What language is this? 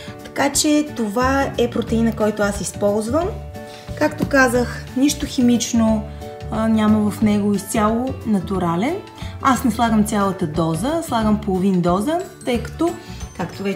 Bulgarian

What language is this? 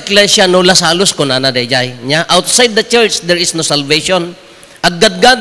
Iloko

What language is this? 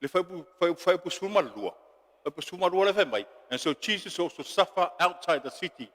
Samoan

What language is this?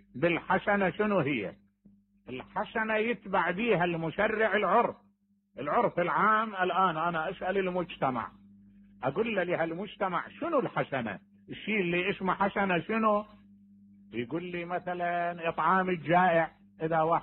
Mesopotamian Arabic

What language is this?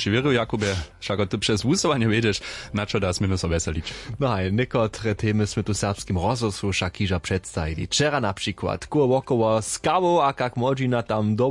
Upper Sorbian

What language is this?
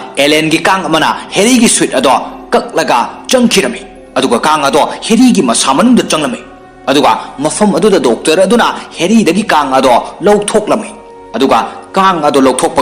Manipuri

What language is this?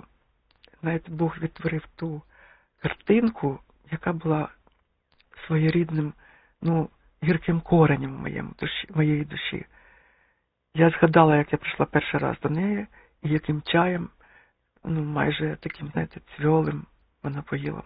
Ukrainian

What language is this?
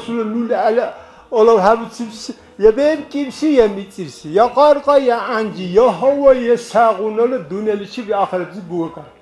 Dargwa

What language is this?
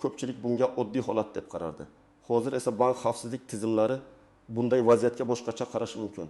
Uzbek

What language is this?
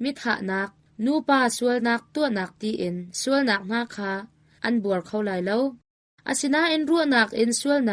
Hakha Chin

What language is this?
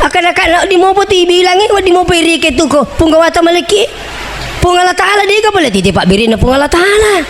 Buginese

